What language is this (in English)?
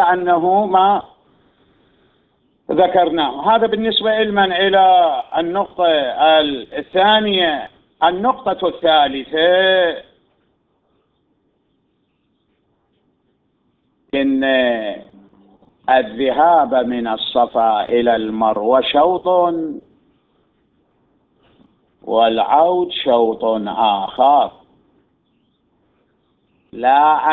Arabic